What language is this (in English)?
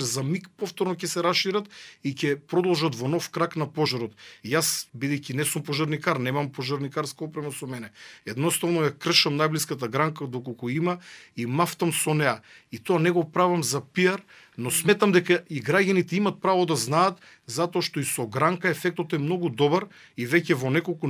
Macedonian